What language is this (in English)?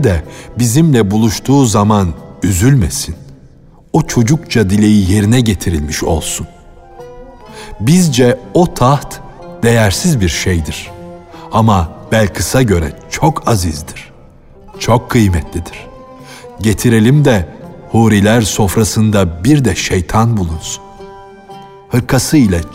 Turkish